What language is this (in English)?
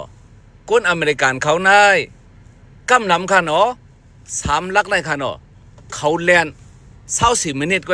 Shan